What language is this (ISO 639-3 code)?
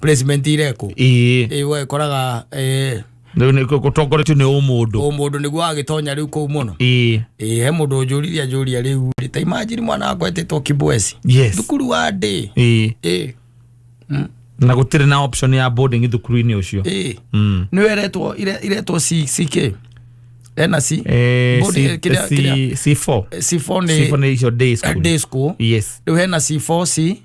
kik